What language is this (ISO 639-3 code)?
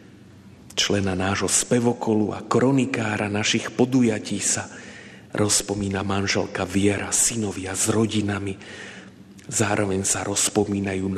slk